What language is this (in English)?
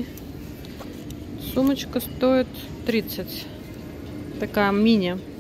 Russian